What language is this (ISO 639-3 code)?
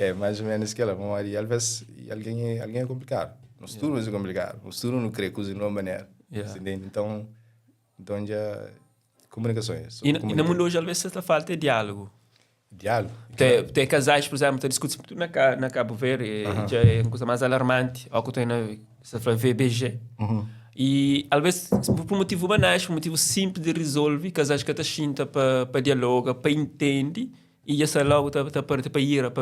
kea